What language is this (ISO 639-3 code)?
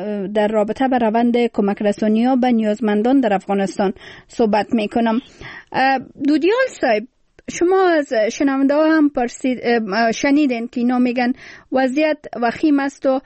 fas